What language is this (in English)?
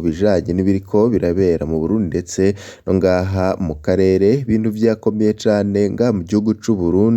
Rundi